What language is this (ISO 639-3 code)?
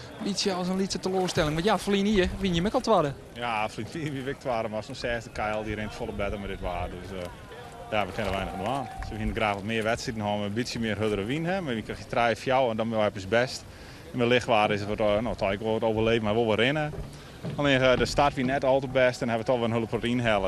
fry